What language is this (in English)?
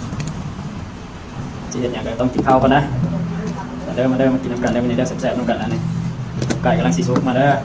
Lao